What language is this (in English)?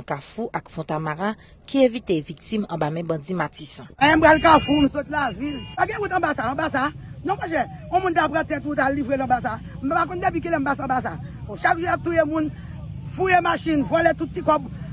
Haitian Creole